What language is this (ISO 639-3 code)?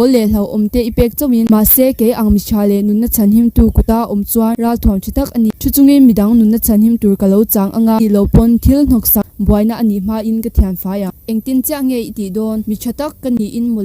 lus